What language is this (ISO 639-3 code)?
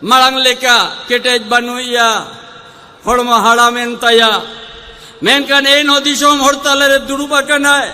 sat